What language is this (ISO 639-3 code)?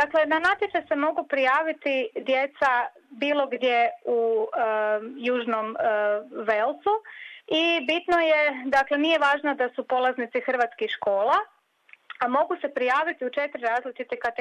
hrv